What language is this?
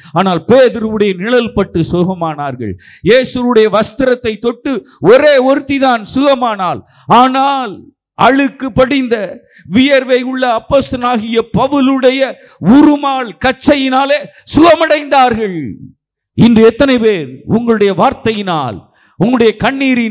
Tamil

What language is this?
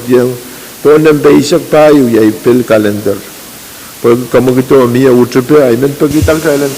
Pohnpeian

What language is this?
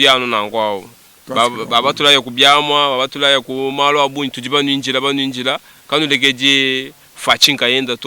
Luba-Lulua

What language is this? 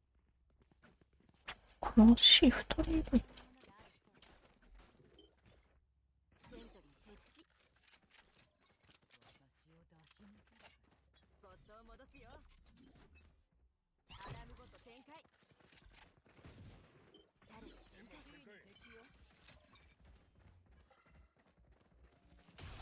Japanese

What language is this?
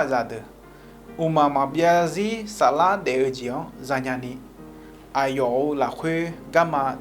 Akha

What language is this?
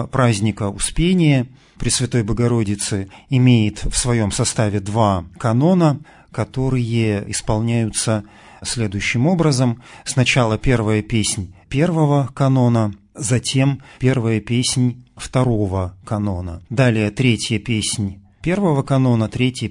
Russian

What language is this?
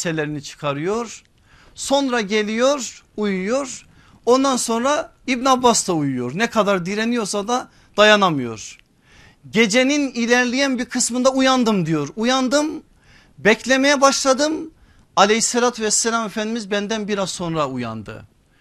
Turkish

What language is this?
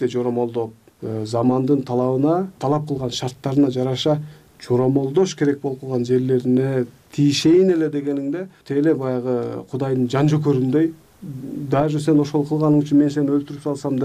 Kyrgyz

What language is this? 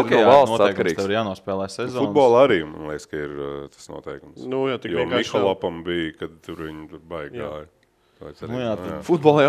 Latvian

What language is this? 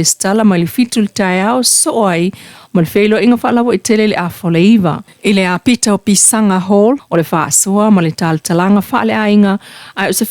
Samoan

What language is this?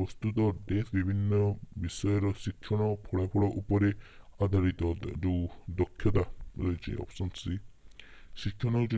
Odia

